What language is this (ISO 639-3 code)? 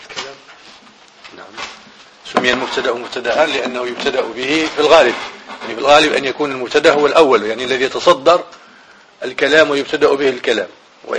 ara